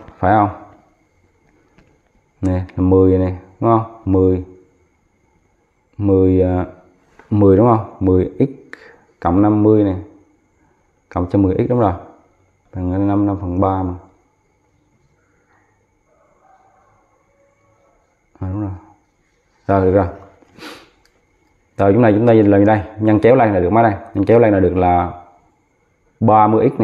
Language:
Vietnamese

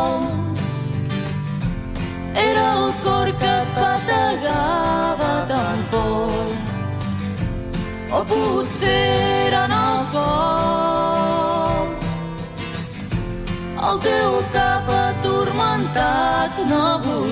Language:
Catalan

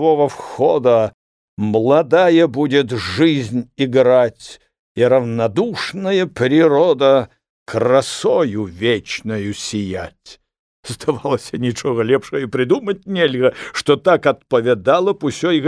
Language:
Belarusian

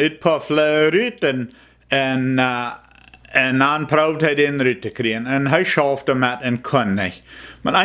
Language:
Plautdietsch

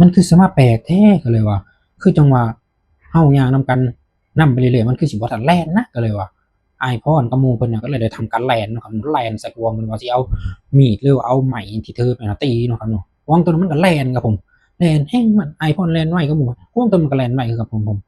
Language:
Northeastern Thai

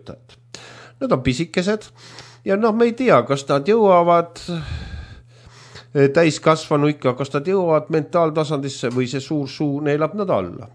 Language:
Estonian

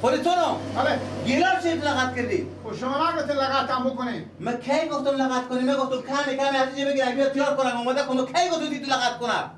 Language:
Persian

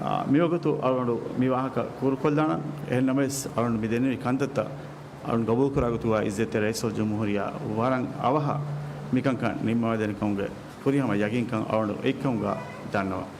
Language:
Divehi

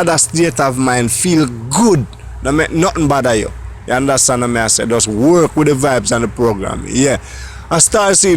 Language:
Jamaican Creole English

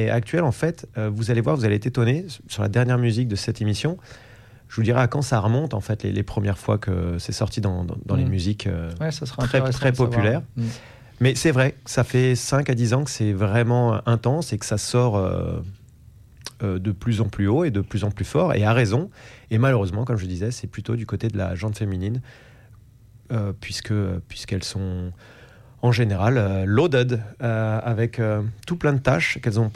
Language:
French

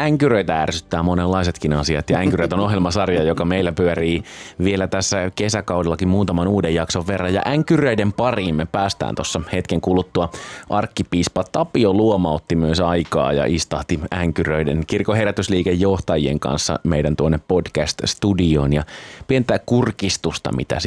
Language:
Finnish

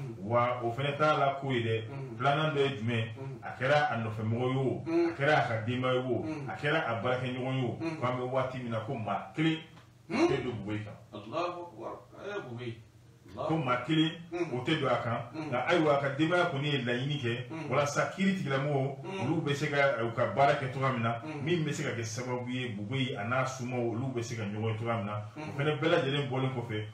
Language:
Bambara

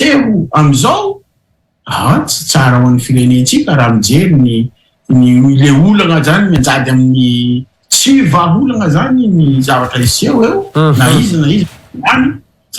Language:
Malagasy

